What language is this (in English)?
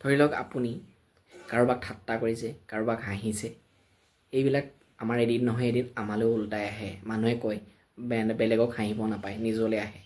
Assamese